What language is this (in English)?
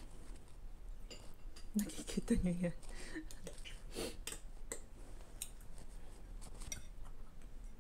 Filipino